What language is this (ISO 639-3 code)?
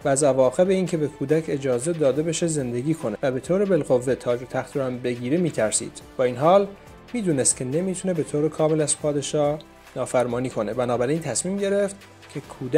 fas